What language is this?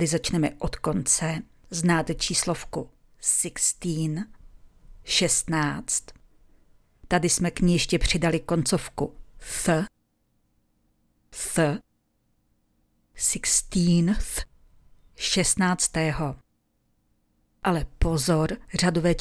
Czech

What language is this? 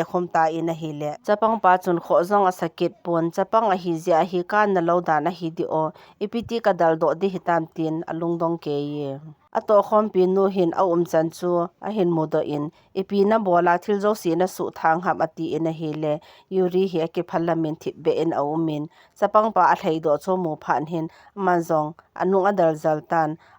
Thado Chin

